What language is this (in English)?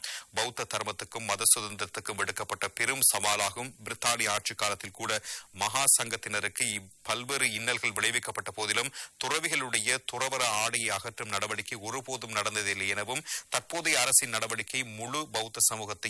Tamil